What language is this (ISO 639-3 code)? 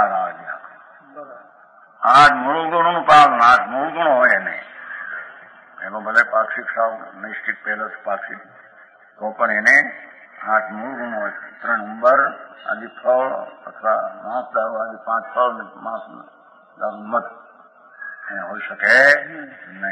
guj